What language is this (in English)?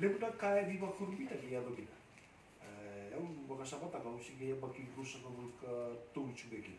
Fijian